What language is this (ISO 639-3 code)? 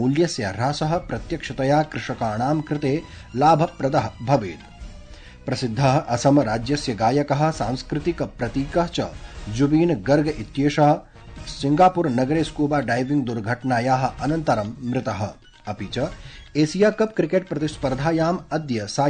san